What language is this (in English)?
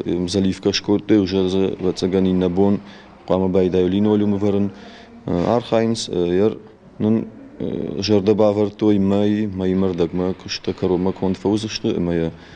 Ossetic